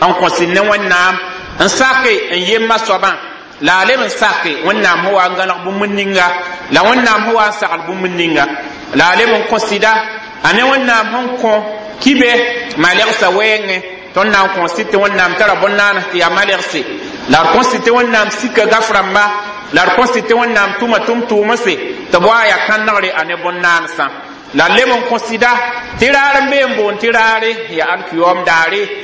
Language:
Mossi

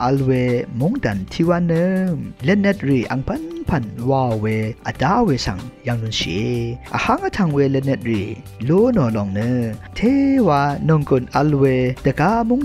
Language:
Rawang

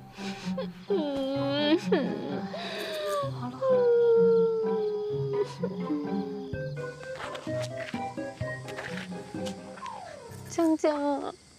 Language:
Chinese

